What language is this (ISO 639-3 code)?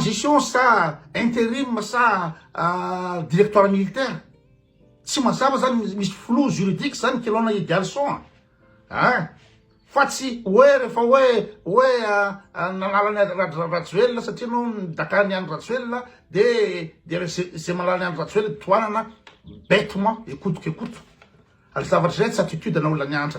mlg